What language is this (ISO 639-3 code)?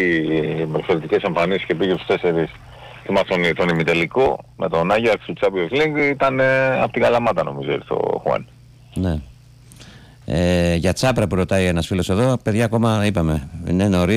ell